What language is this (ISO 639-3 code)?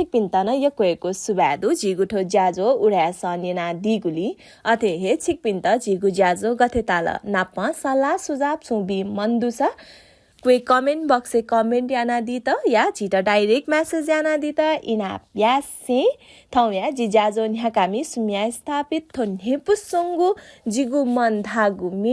new